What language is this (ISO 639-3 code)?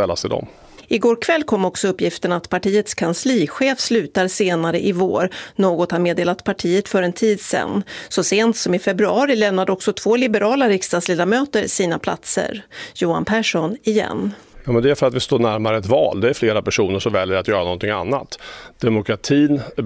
swe